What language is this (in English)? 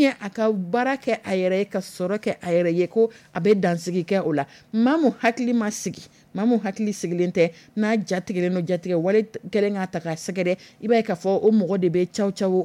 Dyula